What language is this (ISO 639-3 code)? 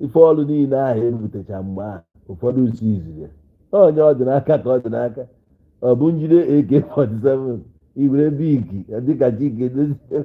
ibo